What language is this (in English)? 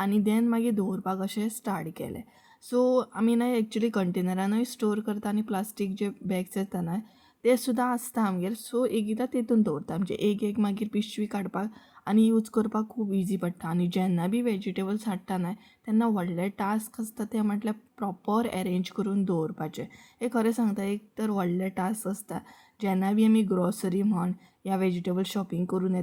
Konkani